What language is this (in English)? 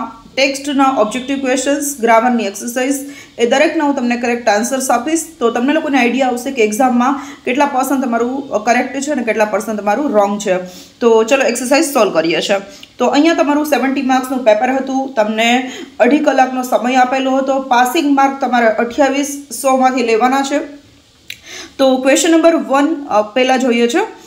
Gujarati